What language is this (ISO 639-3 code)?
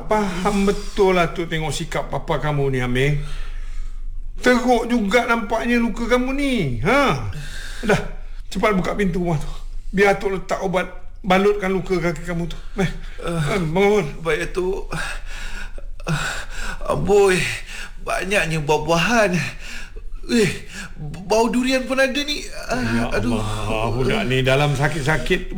msa